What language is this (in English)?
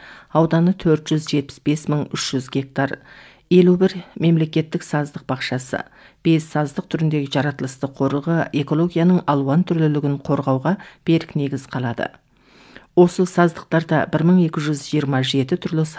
Kazakh